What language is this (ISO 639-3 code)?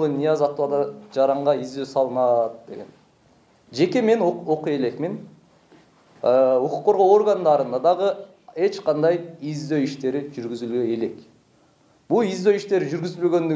kir